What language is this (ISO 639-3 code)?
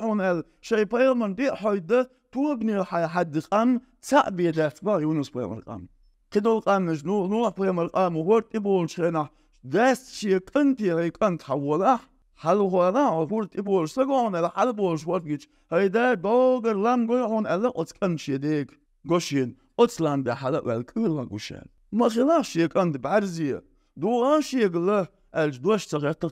che